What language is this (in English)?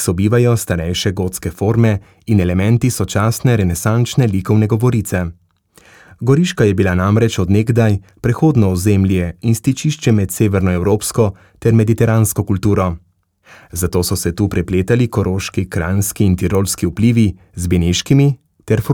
Slovenian